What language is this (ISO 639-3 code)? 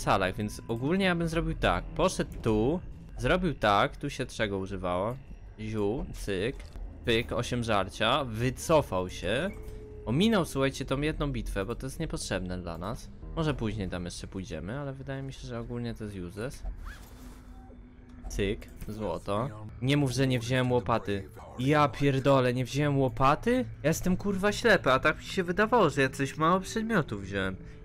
pol